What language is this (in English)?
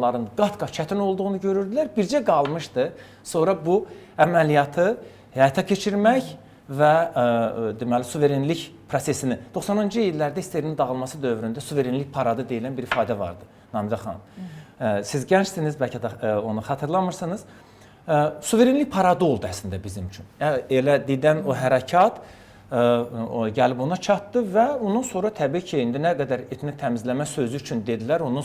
Azerbaijani